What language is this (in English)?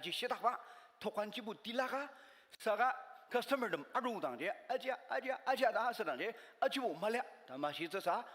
Ao Naga